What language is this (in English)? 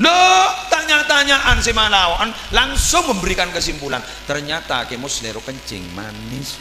Madurese